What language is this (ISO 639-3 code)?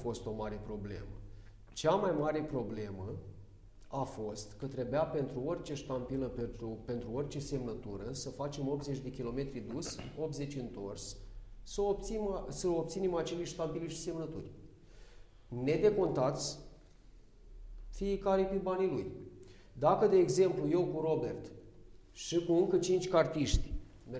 ron